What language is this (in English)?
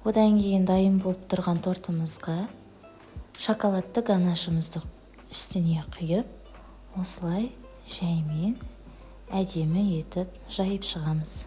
Kazakh